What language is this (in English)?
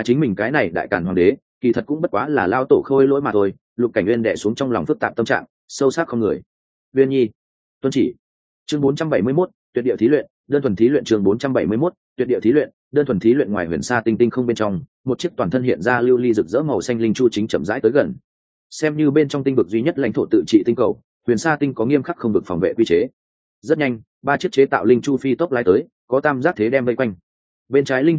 Vietnamese